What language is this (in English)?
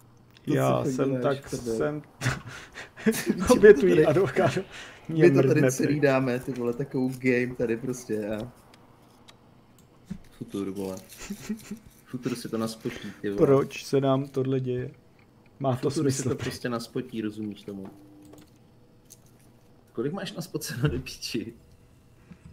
Czech